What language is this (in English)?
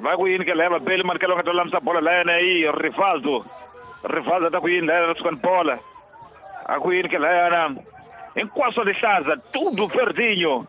Tsonga